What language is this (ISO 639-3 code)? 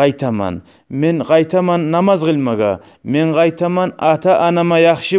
kum